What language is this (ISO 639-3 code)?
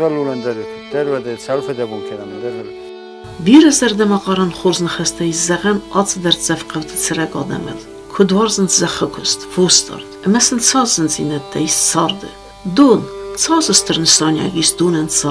oss